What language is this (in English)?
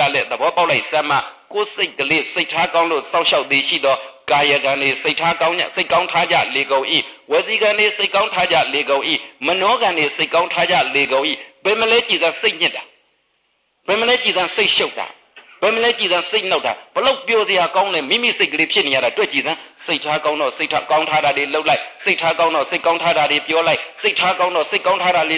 Burmese